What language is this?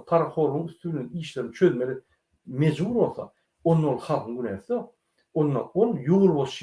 Turkmen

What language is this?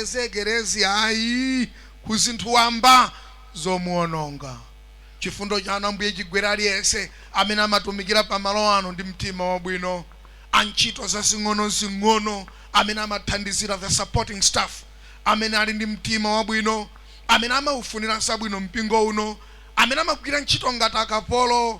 Nyanja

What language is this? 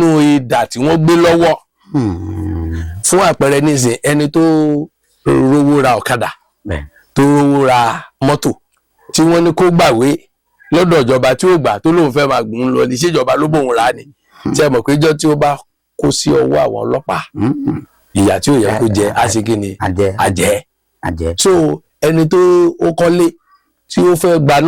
Yoruba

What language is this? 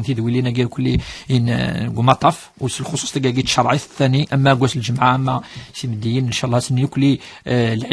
Kabyle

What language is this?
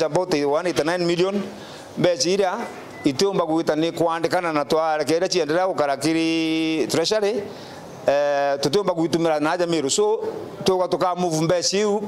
Meru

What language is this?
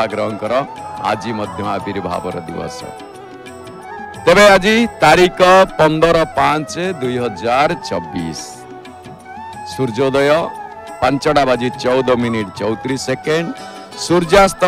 Odia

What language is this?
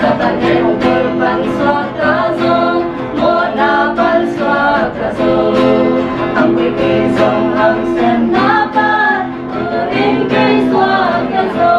Tedim Chin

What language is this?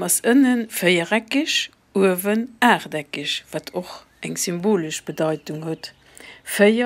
Luxembourgish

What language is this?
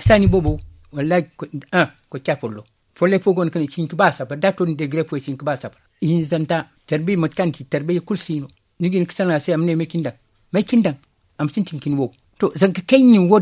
Zarma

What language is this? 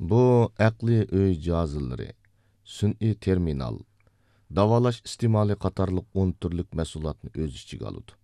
Uyghur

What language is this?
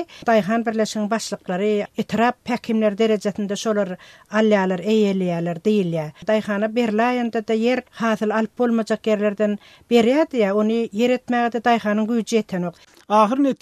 Turkmen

